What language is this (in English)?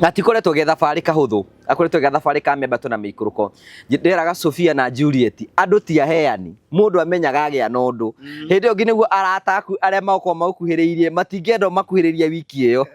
Kikuyu